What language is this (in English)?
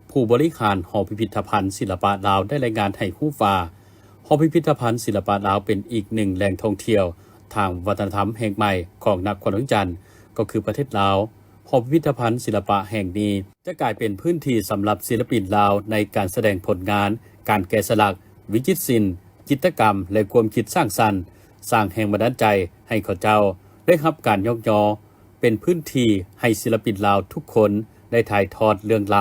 Lao